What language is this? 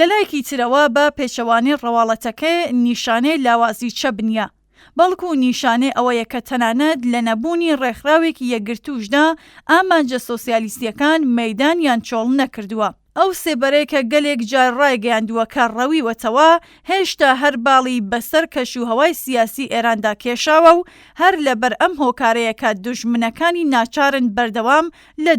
Central Kurdish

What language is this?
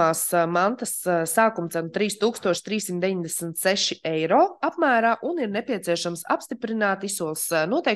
Latvian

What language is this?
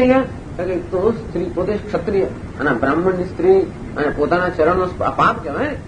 Gujarati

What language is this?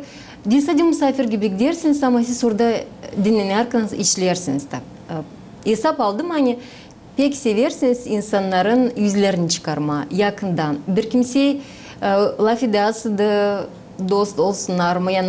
Gagauz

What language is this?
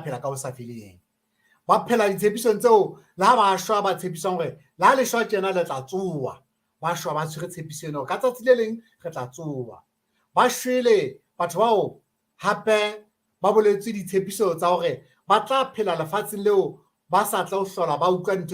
Southern Sotho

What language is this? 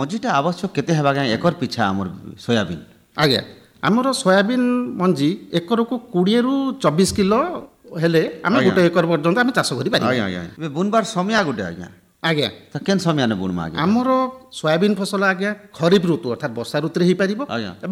Odia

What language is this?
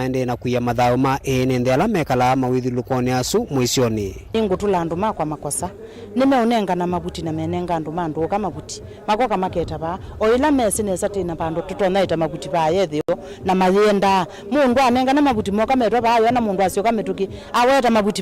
Kamba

